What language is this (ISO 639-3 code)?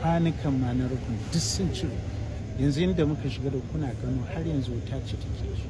hau